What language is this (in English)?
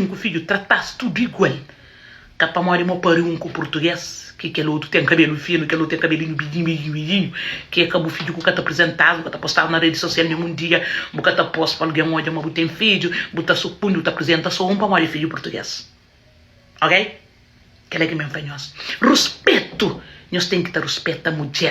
Kabuverdianu